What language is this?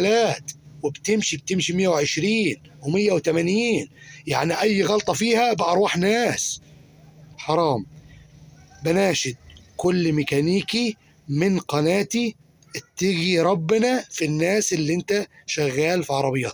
Egyptian Arabic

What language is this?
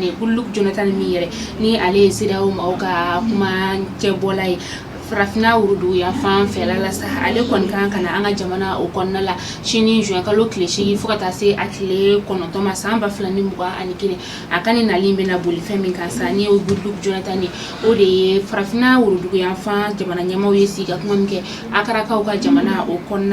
Bambara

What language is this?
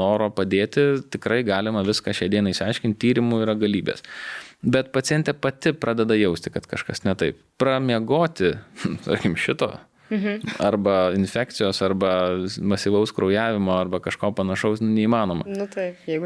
Lithuanian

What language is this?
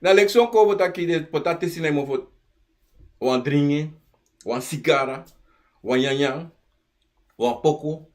Sranan Tongo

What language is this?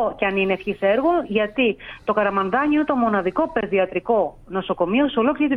Greek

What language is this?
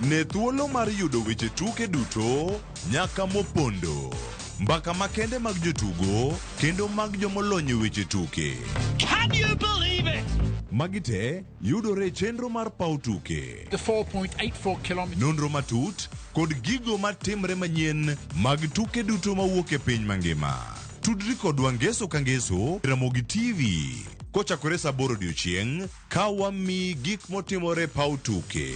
Luo (Kenya and Tanzania)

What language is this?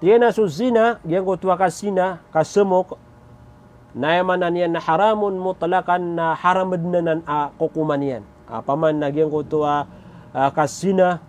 Maranao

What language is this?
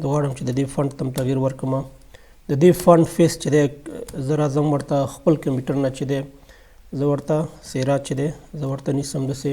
Pashto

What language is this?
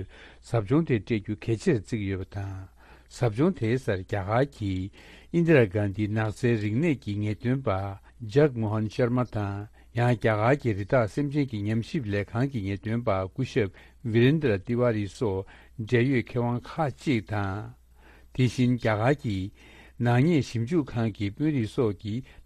Tibetan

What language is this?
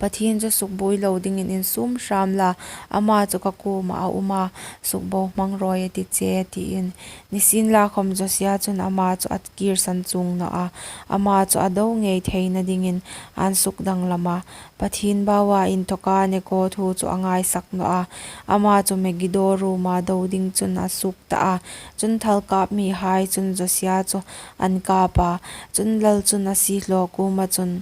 Hmar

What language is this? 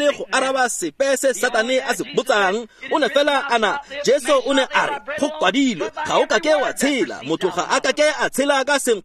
Tswana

